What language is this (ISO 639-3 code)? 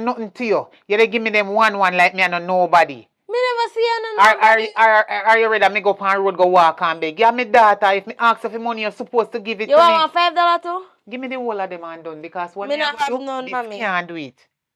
jam